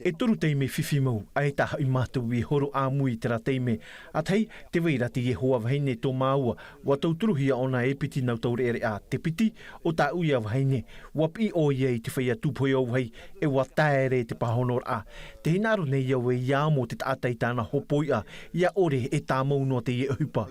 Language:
Tahitian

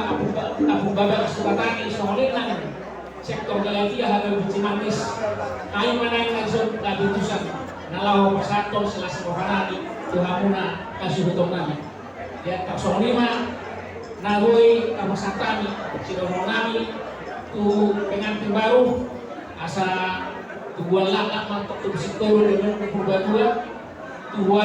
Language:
Batak Toba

